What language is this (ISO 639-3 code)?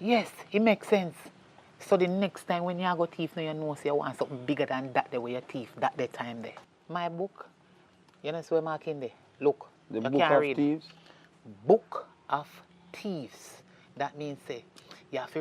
jam